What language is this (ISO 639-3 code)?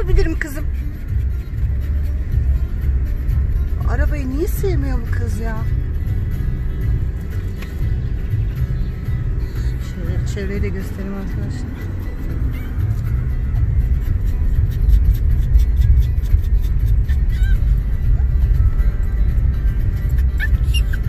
tur